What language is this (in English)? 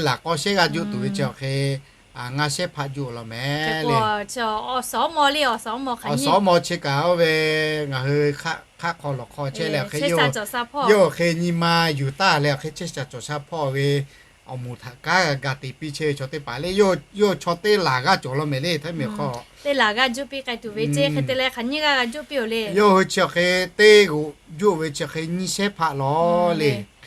Lahu